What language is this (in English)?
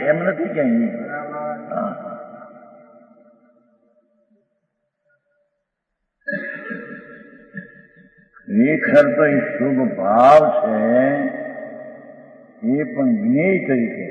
Gujarati